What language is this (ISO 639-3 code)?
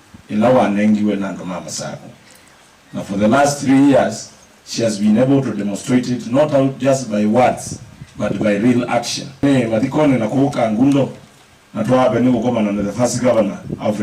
kam